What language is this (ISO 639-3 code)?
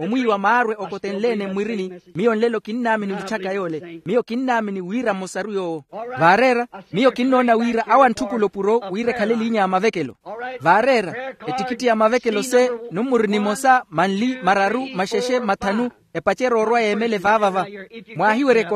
vmw